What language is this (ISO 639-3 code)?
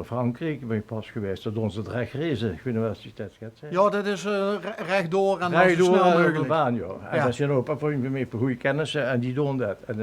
lim